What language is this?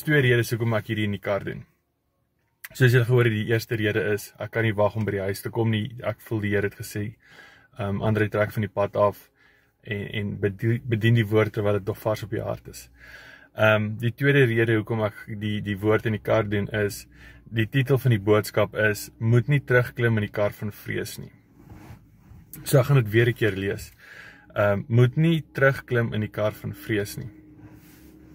Afrikaans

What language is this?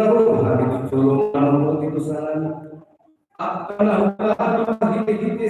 Batak Toba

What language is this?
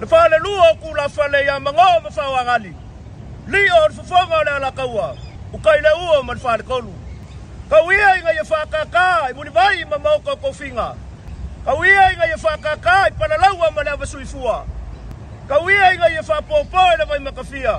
Samoan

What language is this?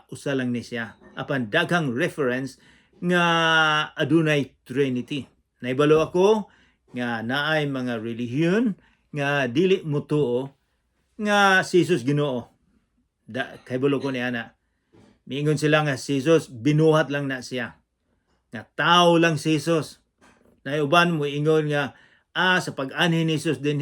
Cebuano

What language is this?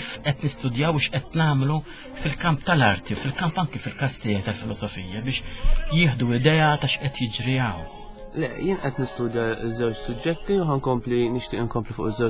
Maltese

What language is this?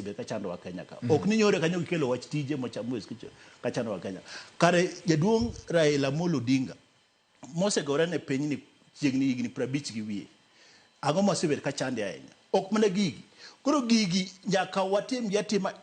Luo (Kenya and Tanzania)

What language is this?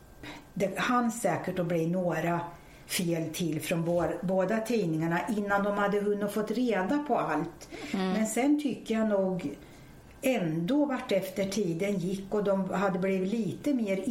Swedish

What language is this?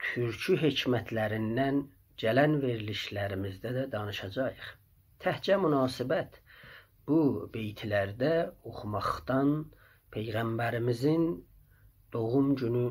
South Azerbaijani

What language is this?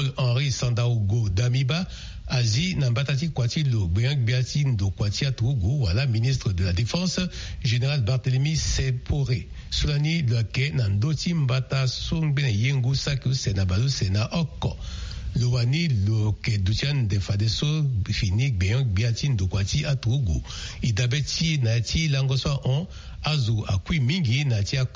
Sango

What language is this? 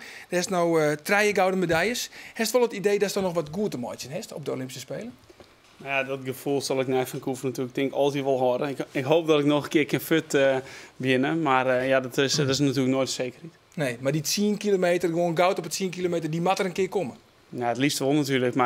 Western Frisian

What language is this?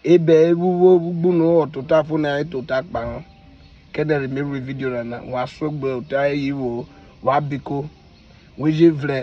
Urhobo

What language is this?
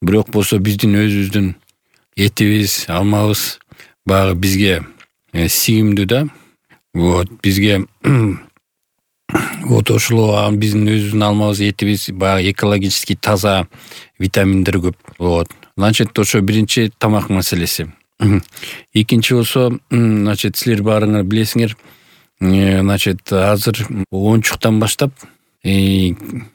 Kyrgyz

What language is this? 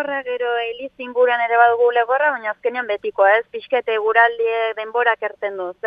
Basque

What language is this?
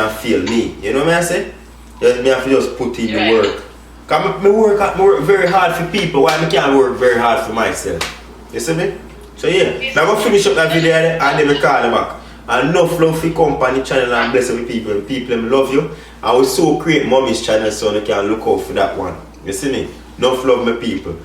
Jamaican Creole English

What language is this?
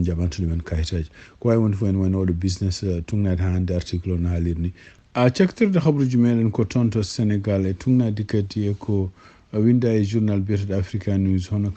Fula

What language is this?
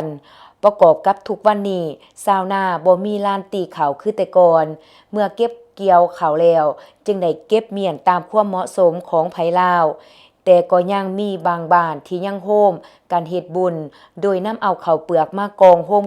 Lao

